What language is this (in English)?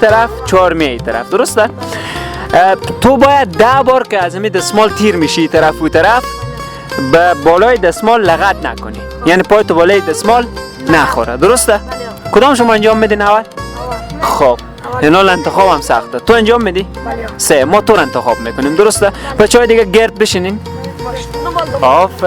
Persian